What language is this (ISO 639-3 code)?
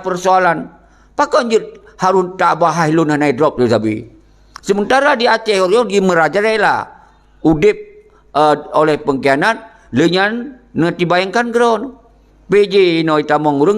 ace